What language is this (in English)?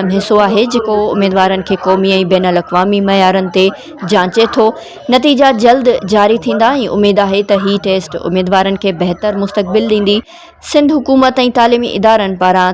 Sindhi